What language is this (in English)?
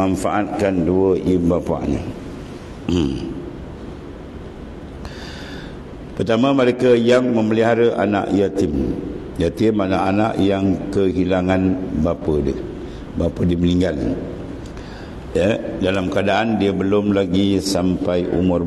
Malay